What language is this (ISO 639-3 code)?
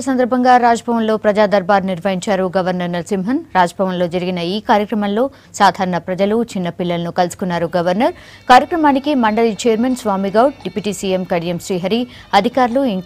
tel